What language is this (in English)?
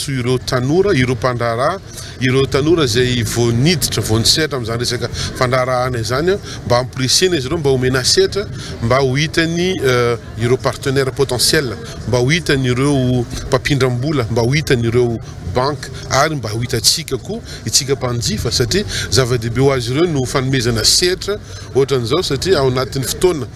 Malagasy